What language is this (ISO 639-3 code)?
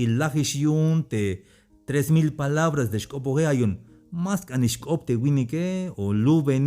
tzh